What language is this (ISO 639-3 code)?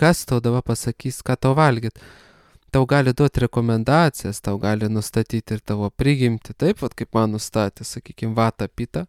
lit